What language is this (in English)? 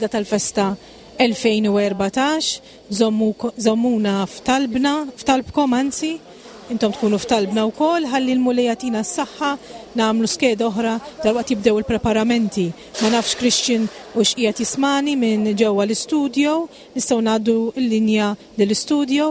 Maltese